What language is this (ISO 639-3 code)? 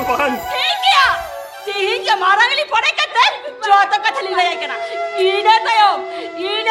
sat